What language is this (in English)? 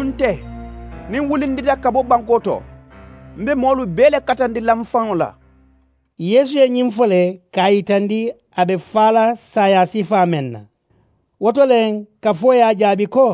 Mandingo